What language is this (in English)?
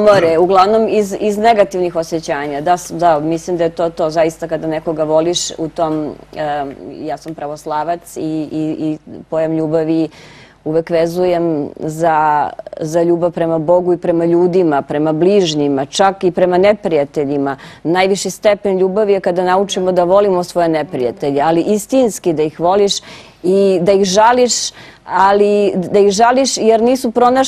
Serbian